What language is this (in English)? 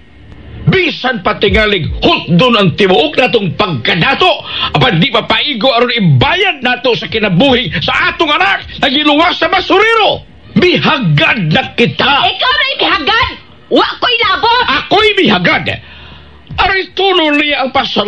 Cebuano